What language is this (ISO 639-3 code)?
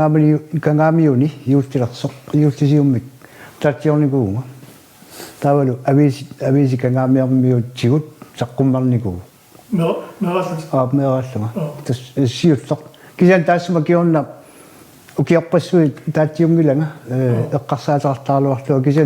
kal